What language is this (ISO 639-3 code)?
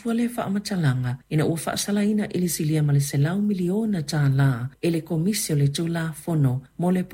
smo